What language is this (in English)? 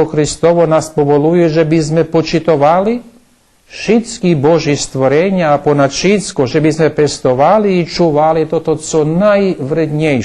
Rusyn